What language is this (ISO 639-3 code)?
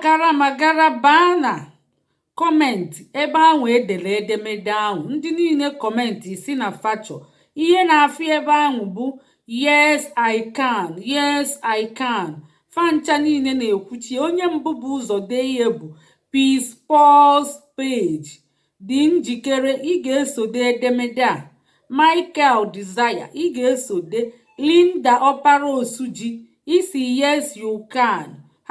ibo